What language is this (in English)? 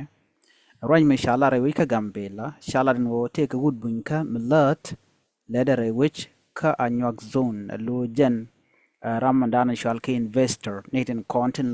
Nuer